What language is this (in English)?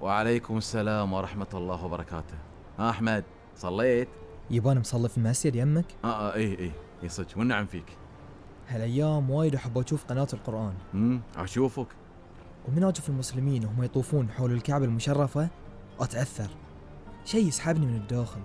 Gulf Arabic